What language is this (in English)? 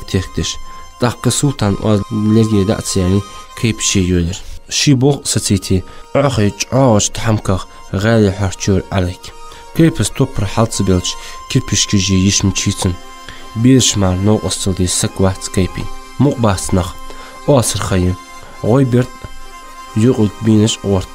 Ingush